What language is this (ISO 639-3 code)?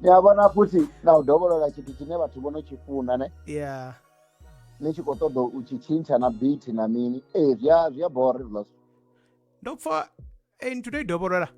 ven